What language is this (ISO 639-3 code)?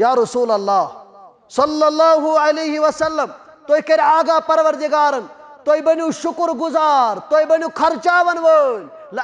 kas